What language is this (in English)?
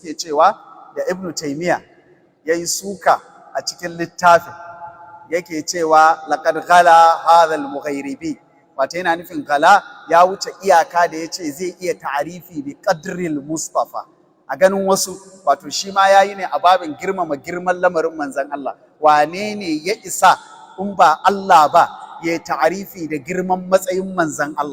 Hausa